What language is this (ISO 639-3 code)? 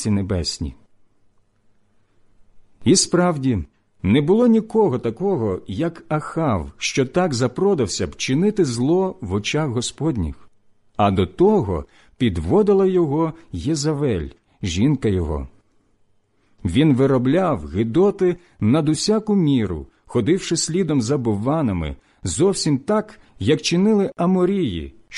ukr